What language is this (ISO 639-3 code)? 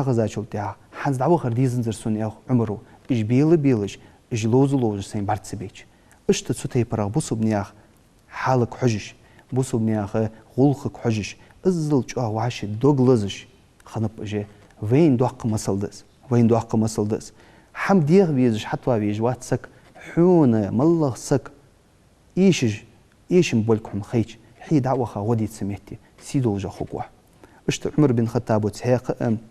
inh